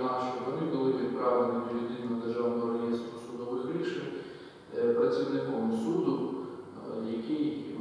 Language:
Ukrainian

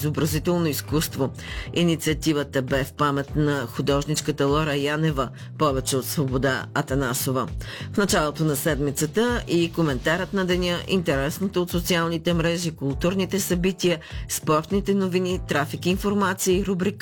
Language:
Bulgarian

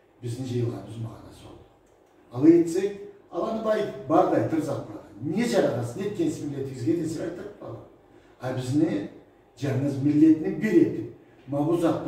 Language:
Karachay-Balkar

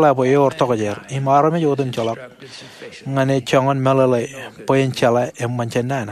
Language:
Marshallese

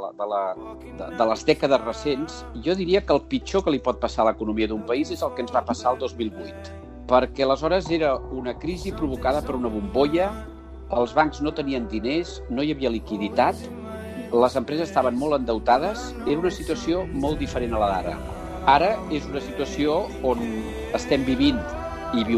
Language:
Catalan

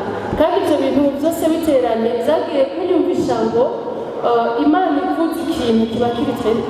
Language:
Rundi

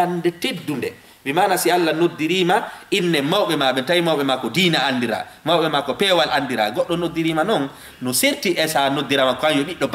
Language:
Fula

